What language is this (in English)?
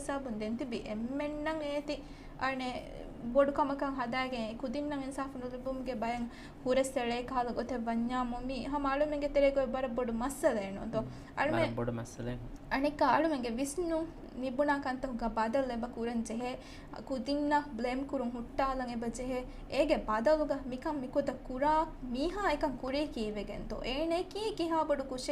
Divehi